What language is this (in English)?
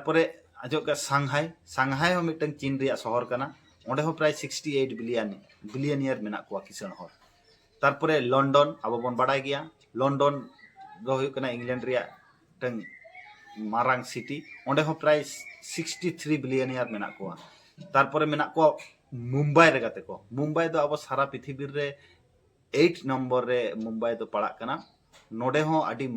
Santali